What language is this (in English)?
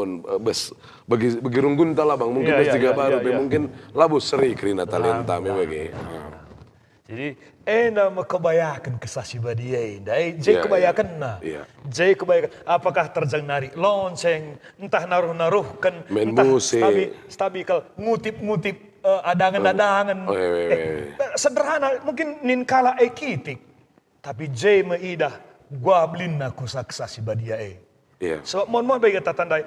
Batak Karo